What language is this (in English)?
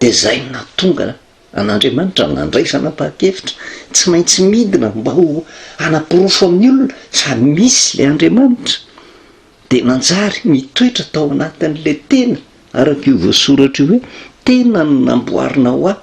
Malagasy